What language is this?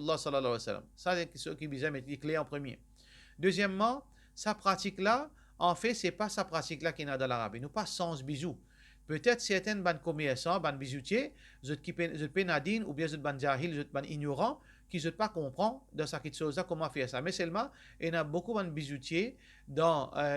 Morisyen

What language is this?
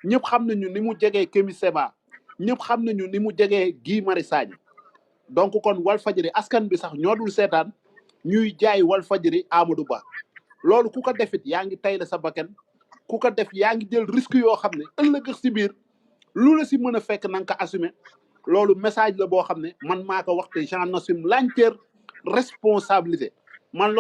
Wolof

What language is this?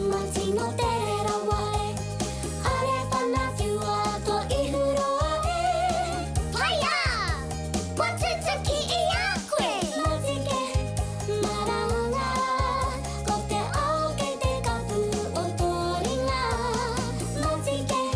Māori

